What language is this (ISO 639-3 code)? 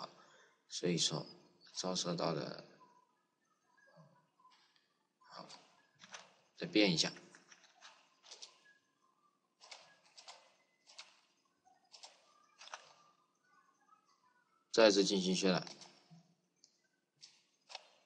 zho